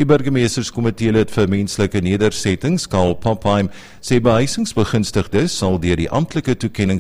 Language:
Afrikaans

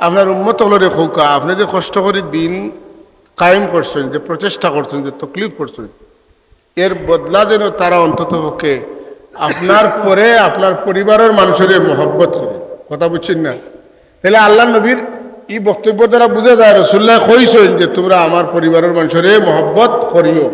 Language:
Sylheti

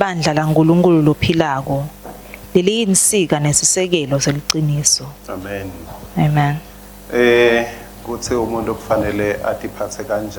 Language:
Swati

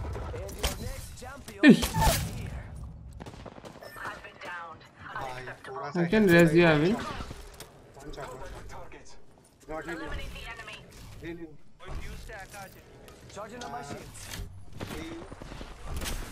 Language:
Hindi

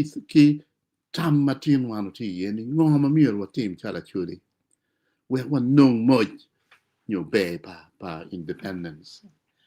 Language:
Acoli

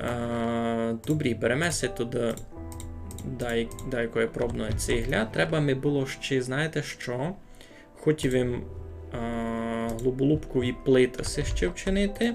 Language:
Rusyn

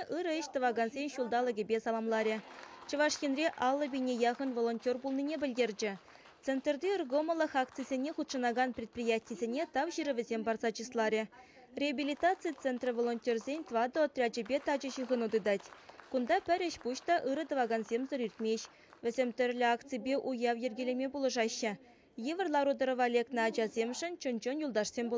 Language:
Chuvash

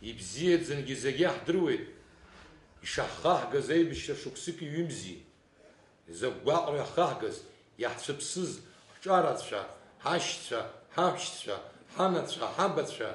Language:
Abkhazian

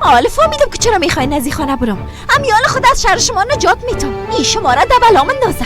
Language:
Persian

